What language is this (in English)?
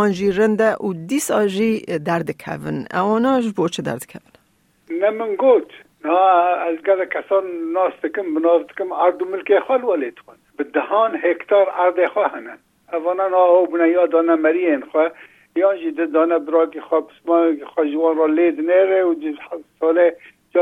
Kurdish